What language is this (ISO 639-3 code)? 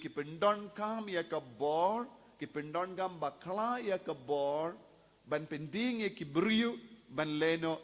kha